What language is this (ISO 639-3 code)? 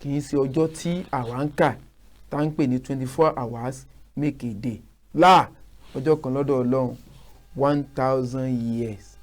yor